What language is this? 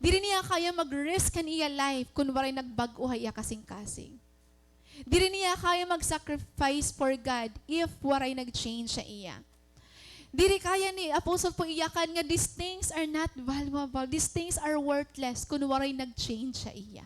Waray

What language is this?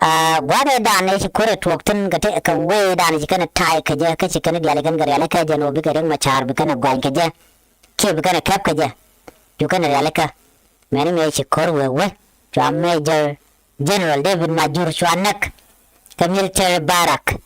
Nuer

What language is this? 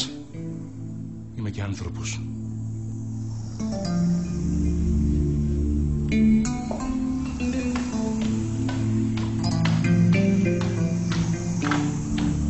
Greek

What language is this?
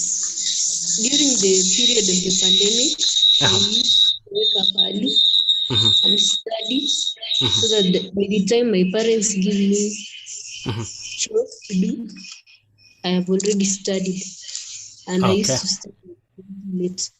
Kalenjin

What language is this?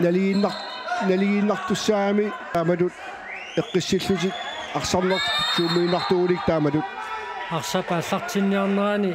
Kalaallisut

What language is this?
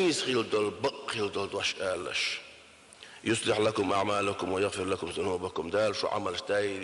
Chechen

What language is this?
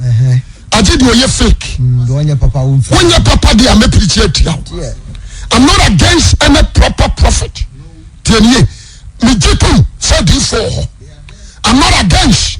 Akan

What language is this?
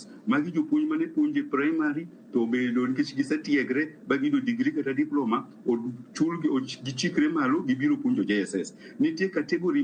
Luo (Kenya and Tanzania)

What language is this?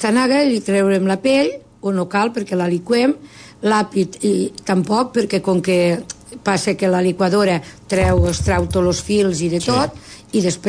Catalan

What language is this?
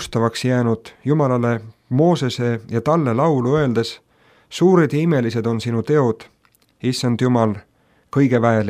Estonian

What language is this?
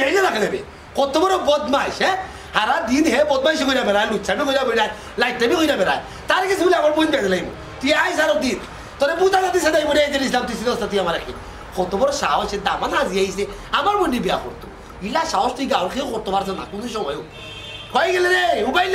Sylheti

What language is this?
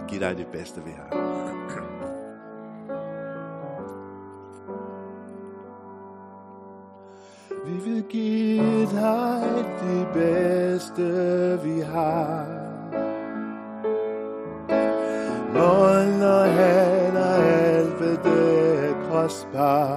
Danish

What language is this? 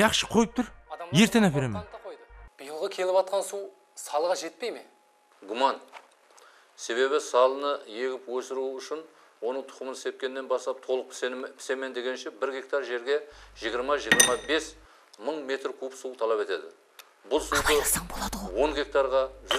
Kara-Kalpak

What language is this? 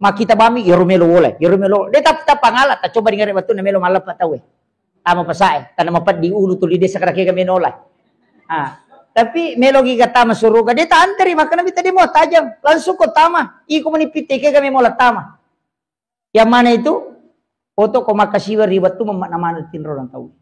Buginese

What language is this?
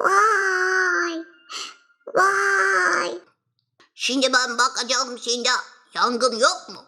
Gagauz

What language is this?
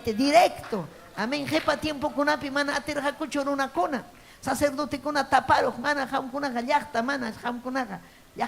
Ayacucho Quechua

